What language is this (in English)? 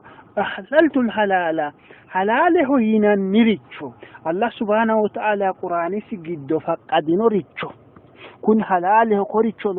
Sidamo